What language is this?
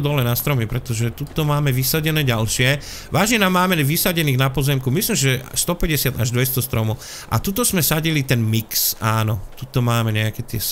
Slovak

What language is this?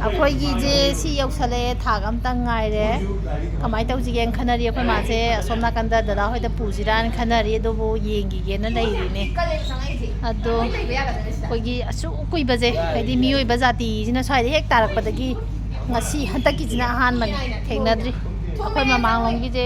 Manipuri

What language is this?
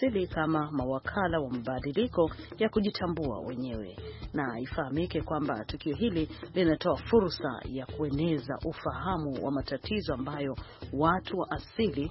Swahili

